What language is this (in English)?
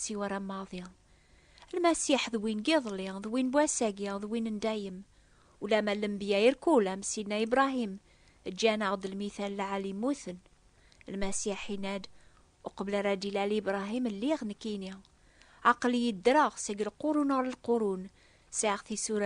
Kabyle